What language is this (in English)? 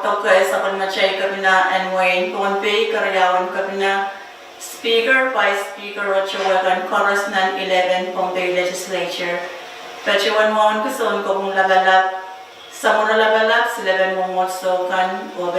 Pohnpeian